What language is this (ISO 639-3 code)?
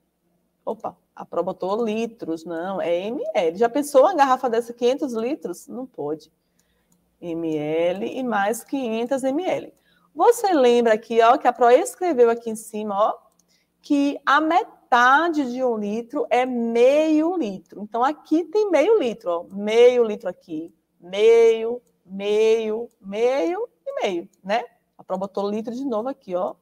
por